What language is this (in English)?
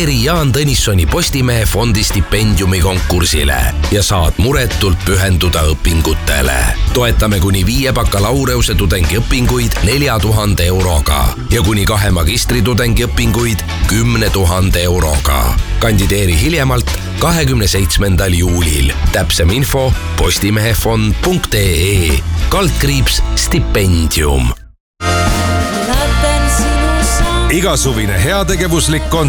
Estonian